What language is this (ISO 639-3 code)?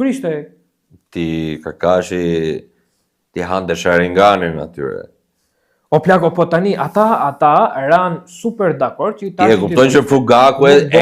sqi